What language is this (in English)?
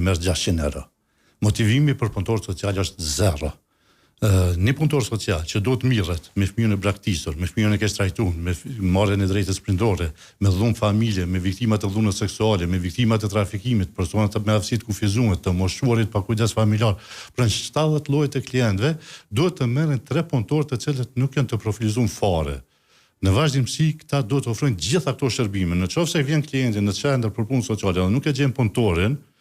Albanian